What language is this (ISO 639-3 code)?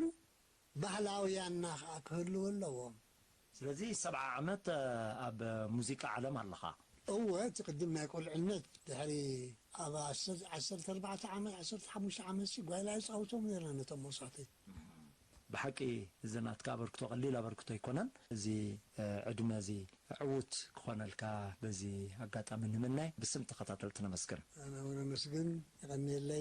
tir